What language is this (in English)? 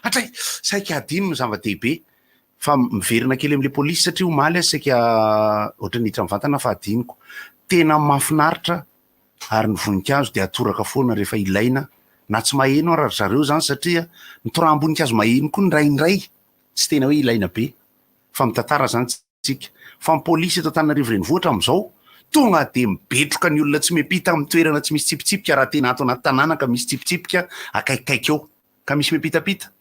Malagasy